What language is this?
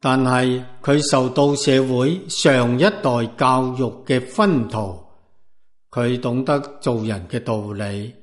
Cantonese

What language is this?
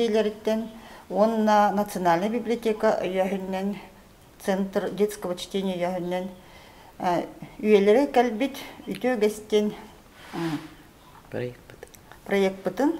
Yakut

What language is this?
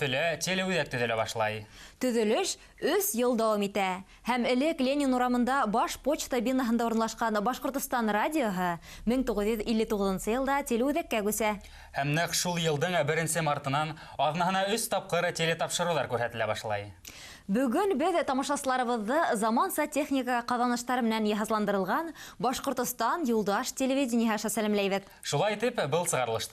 Bashkir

